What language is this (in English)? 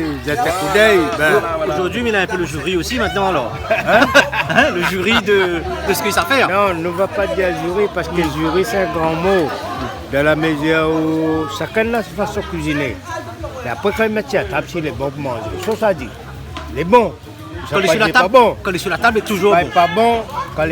Réunion Creole French